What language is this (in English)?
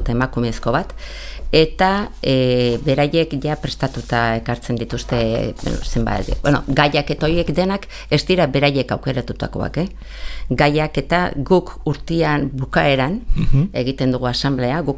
Basque